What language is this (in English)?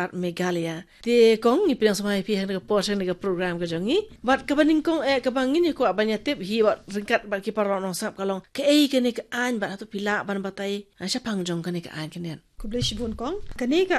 Khasi